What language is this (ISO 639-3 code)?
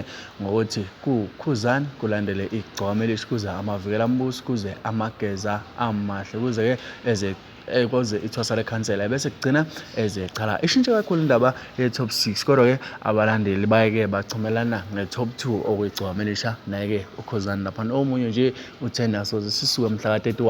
zul